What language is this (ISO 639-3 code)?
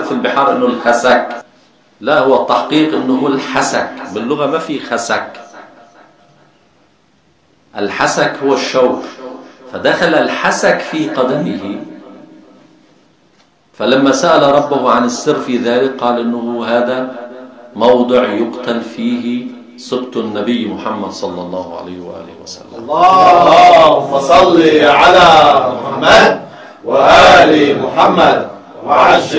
ara